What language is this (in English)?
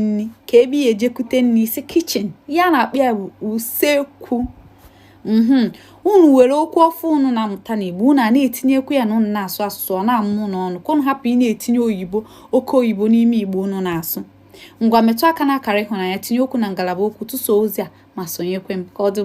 Igbo